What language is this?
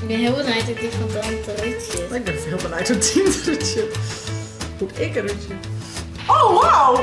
Western Frisian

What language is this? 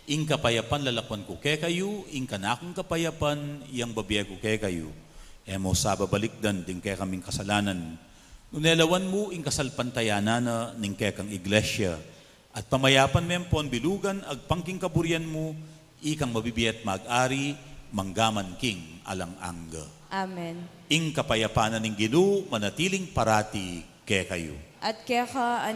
Pampanga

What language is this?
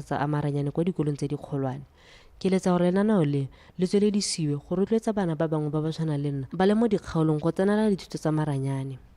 Tswana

